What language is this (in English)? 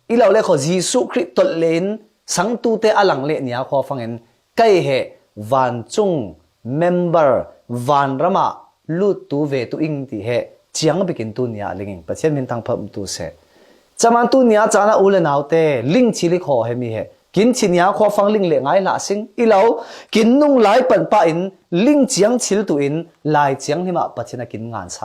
Falam Chin